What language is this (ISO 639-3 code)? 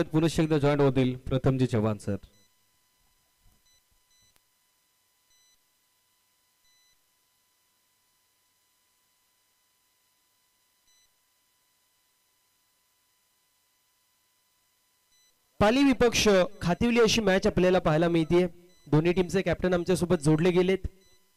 mar